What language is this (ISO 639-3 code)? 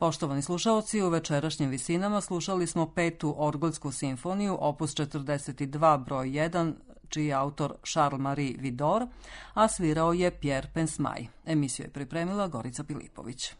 srp